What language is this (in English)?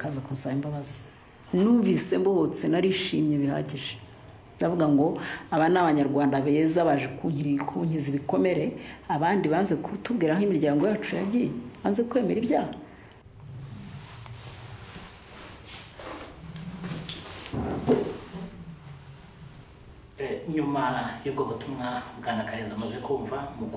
Kinyarwanda